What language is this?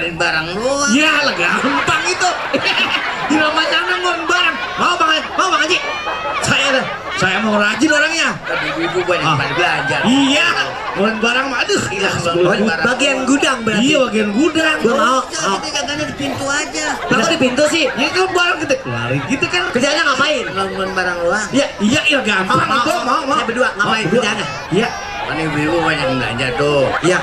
Betawi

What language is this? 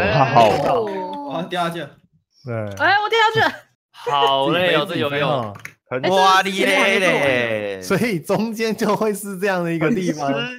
Chinese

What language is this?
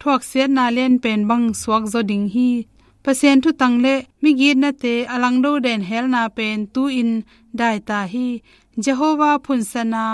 Tedim Chin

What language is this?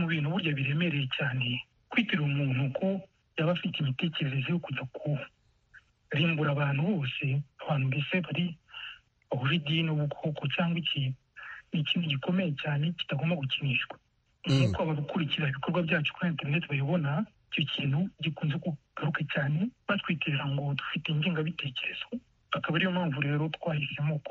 Kinyarwanda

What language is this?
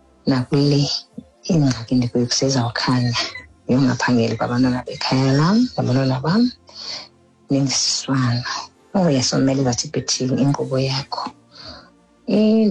Xhosa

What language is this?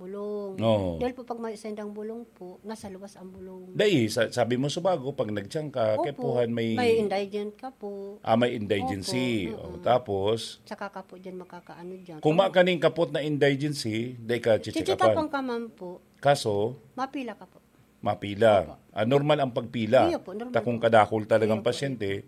Bikol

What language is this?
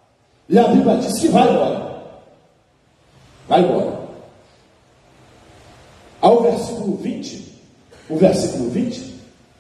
Portuguese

